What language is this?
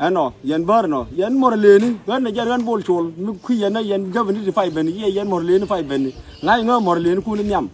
Nuer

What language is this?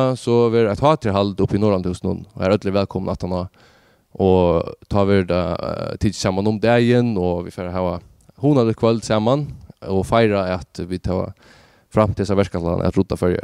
Faroese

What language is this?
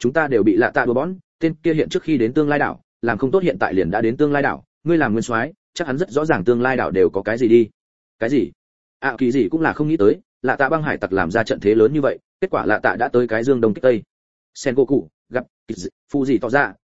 Vietnamese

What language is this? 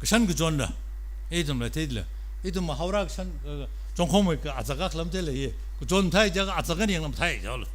Tangkhul Naga (India)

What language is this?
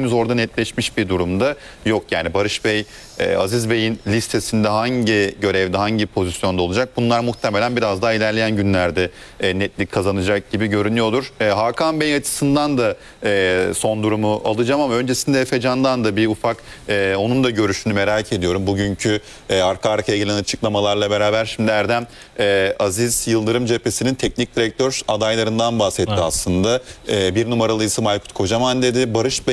Turkish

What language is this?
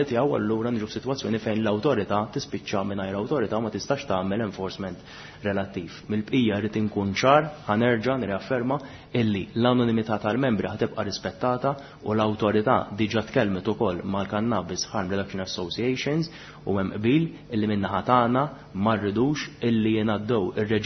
Maltese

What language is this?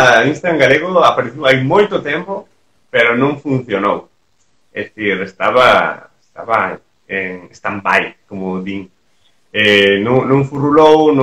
Galician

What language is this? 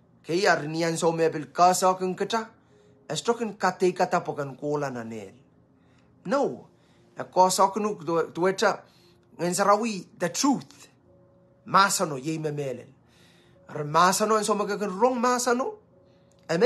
Pohnpeian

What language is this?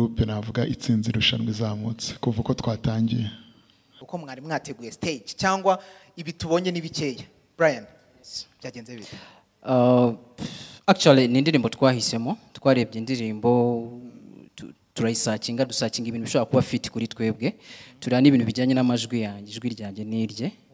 Kinyarwanda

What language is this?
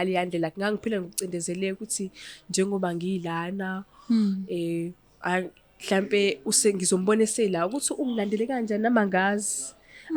Zulu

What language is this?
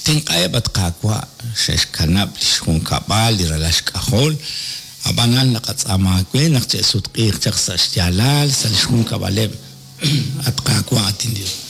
Kekchí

